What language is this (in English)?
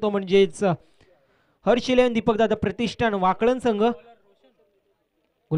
Marathi